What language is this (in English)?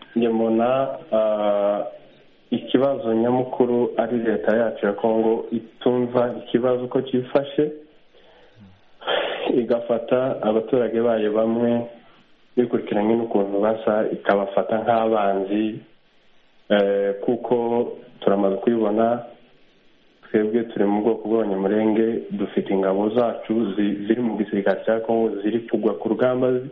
Kinyarwanda